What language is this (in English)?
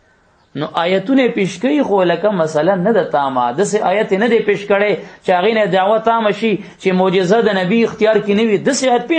Pashto